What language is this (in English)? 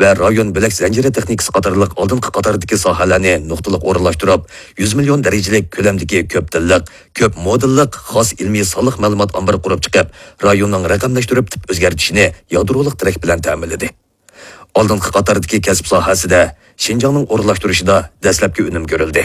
Uyghur